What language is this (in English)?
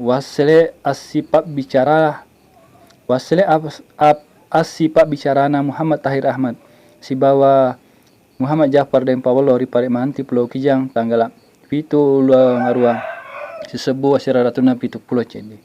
Buginese